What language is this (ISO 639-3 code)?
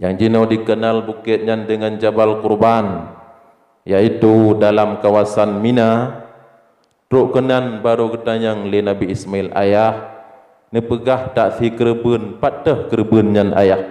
ace